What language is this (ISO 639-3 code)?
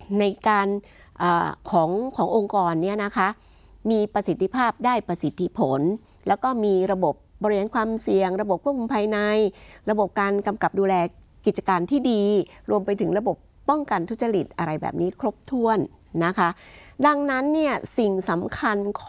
tha